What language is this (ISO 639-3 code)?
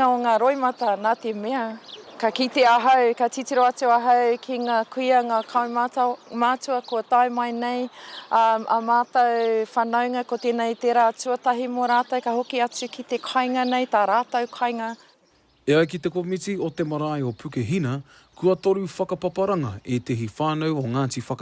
mri